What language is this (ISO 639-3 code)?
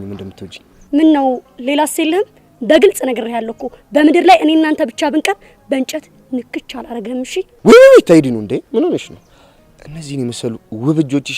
amh